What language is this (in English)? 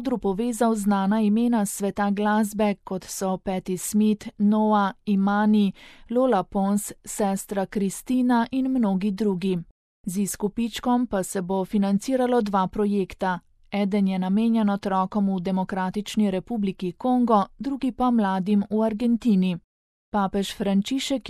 Slovenian